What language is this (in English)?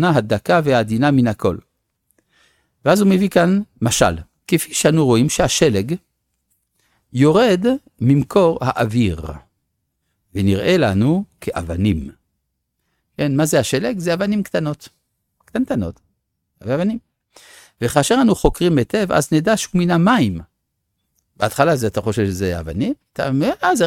Hebrew